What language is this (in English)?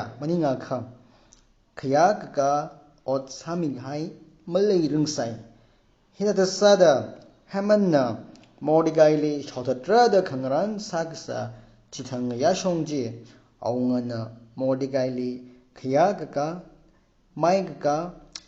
Tangkhul Naga (India)